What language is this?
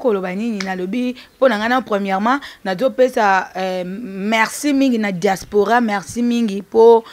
Lingala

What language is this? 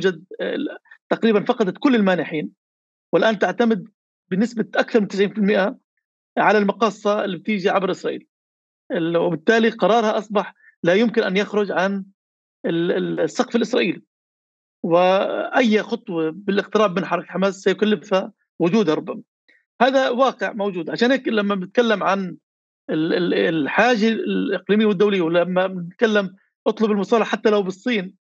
North Levantine Arabic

